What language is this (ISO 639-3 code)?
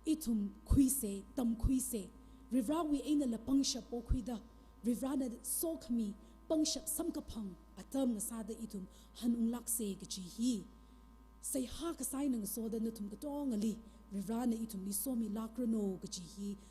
nmf